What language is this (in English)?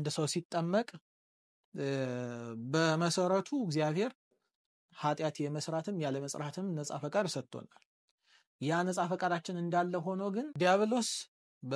Amharic